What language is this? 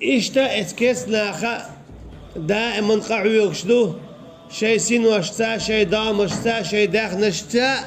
Chechen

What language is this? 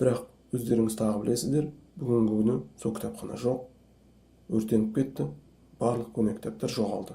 Kazakh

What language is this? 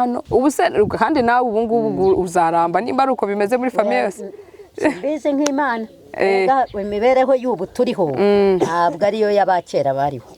Kinyarwanda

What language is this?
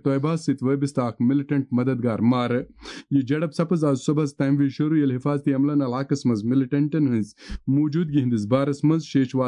Kashmiri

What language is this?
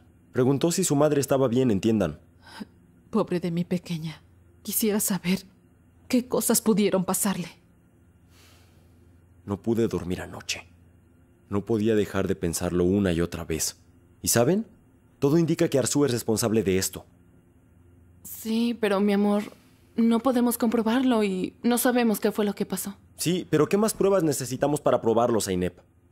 Spanish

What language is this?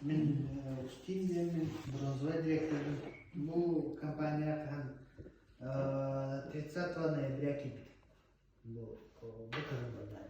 Yakut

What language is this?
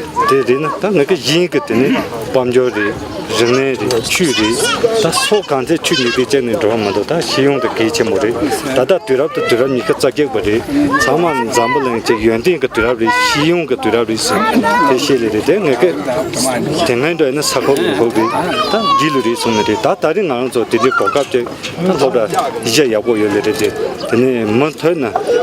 Tibetan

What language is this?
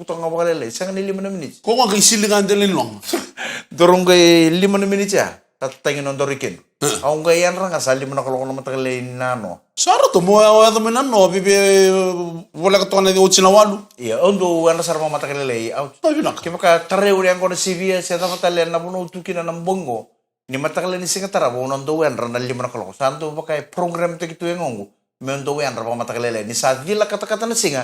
Fijian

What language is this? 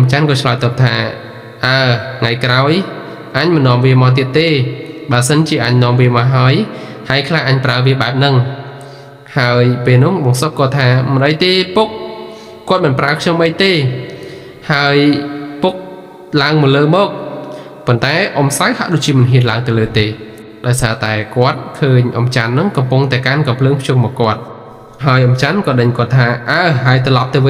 Khmer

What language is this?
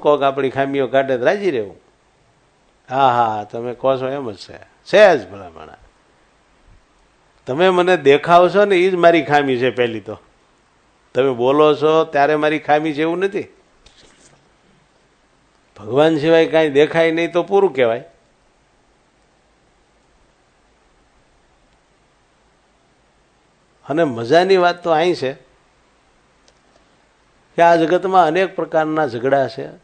Gujarati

